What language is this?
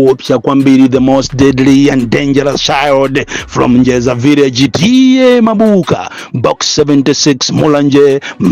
Nyanja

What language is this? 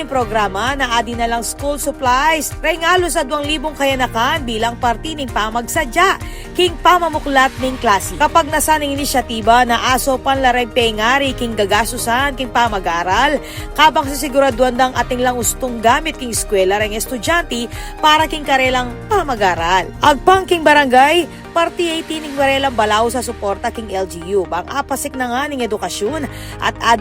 Pampanga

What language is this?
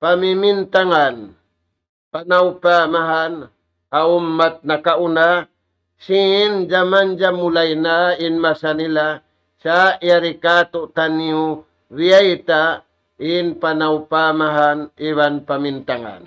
Tausug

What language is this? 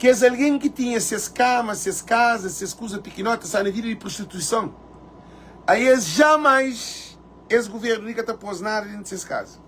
Kabuverdianu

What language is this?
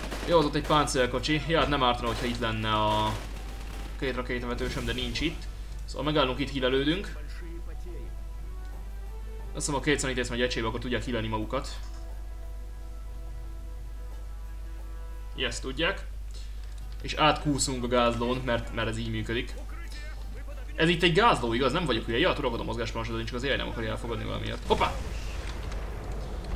Hungarian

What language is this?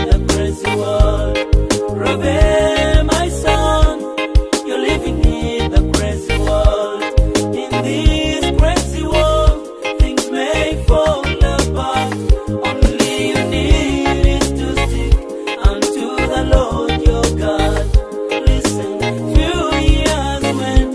Nyoro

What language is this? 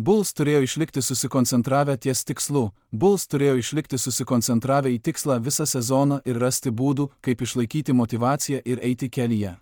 Lithuanian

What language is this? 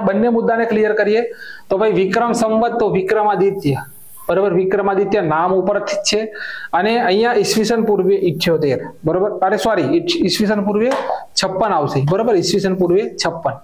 Gujarati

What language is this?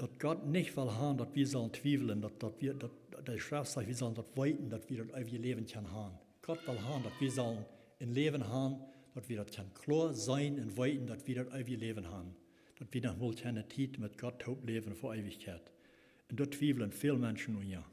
Plautdietsch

